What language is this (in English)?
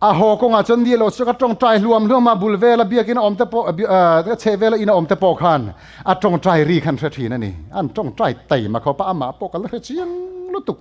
Mizo